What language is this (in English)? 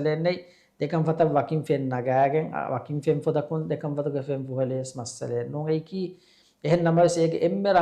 Divehi